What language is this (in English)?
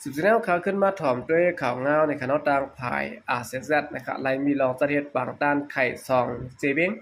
Shan